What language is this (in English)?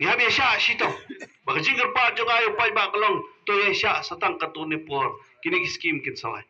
Khasi